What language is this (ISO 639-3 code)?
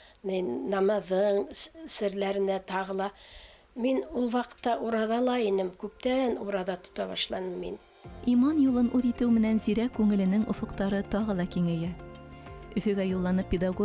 bak